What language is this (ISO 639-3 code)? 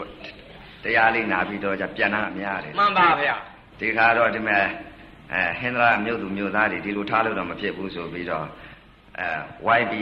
mya